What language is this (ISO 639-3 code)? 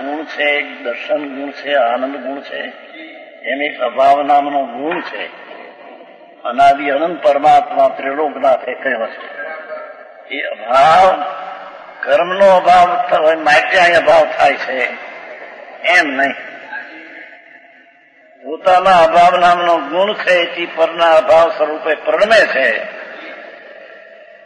guj